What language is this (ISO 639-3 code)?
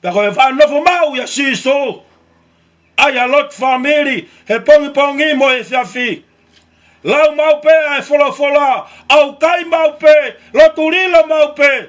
ton